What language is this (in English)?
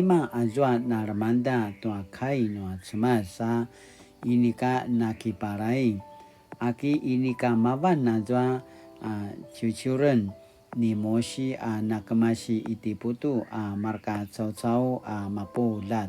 Paiwan